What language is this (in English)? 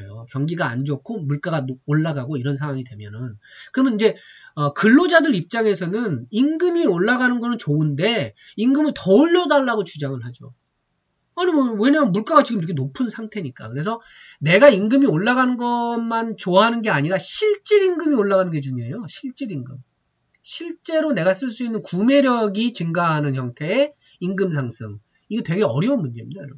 Korean